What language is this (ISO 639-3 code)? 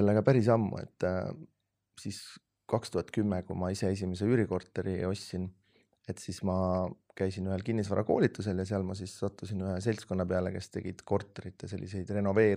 est